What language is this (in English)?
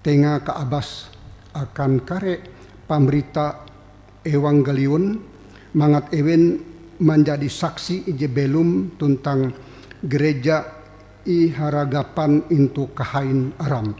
Ngaju